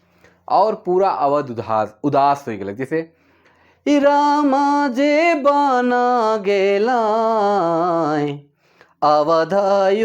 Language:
Sadri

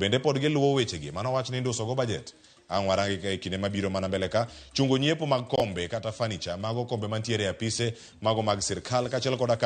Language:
Luo (Kenya and Tanzania)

